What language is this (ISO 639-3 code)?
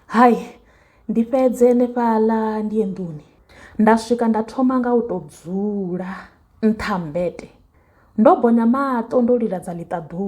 ven